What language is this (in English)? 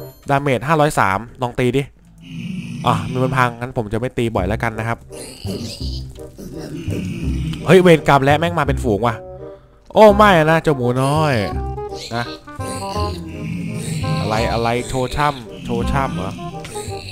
Thai